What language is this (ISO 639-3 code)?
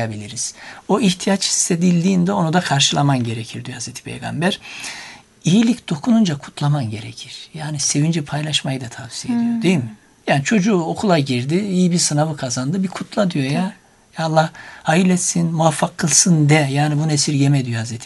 tur